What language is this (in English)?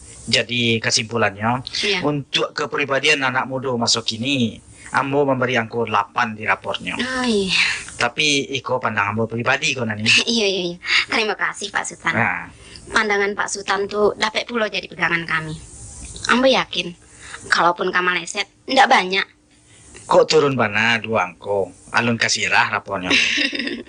Minangkabau